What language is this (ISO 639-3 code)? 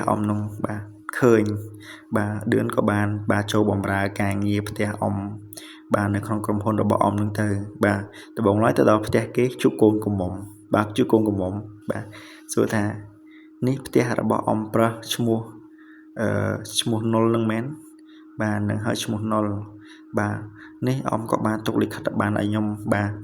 khm